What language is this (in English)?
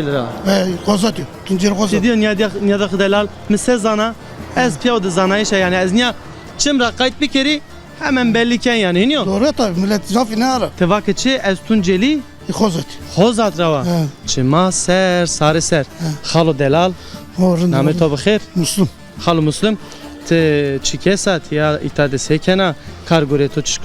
Zaza